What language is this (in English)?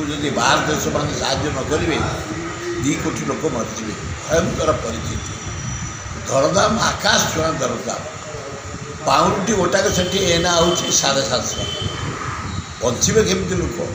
Odia